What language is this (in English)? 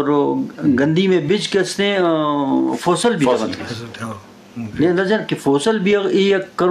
Eastern Balochi